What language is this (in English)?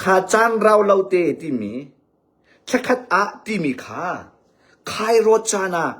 Hakha Chin